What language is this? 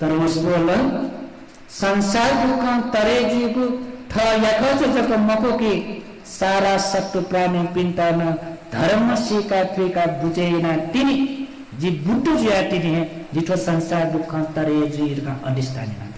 Newari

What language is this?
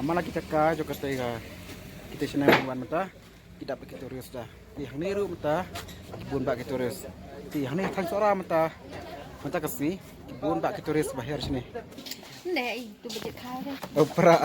Khasi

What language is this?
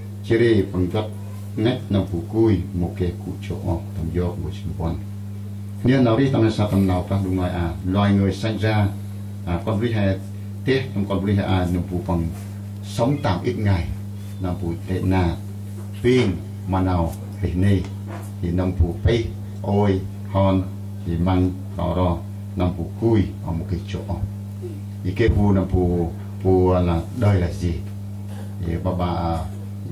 Central Mnong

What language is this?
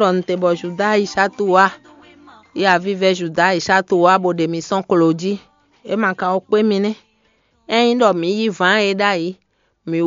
Fon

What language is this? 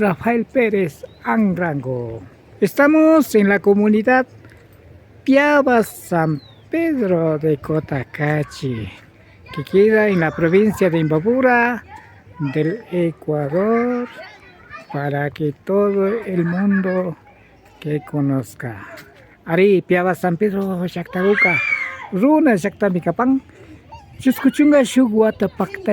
Imbabura Highland Quichua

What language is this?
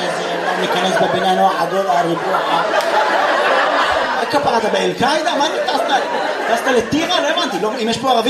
Hebrew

